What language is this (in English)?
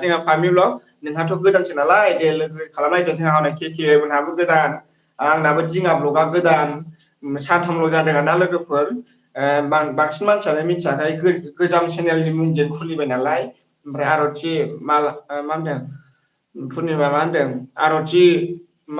Bodo